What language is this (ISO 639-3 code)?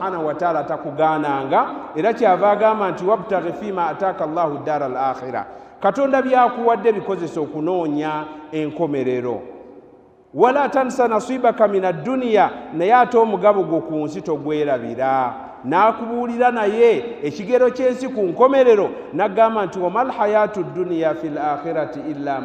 lug